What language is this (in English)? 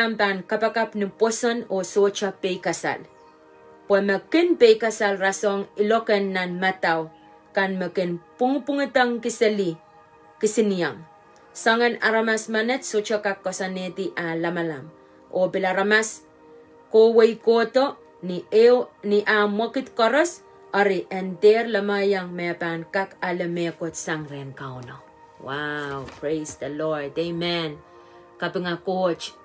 Pohnpeian